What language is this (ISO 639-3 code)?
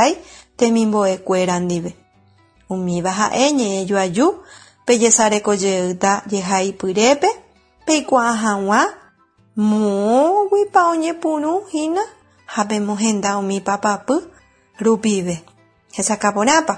grn